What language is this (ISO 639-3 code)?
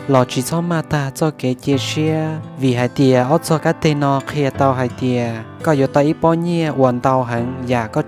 hmn